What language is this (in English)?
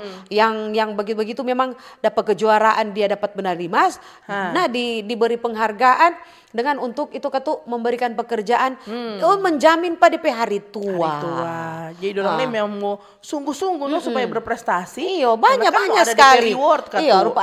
Manado Malay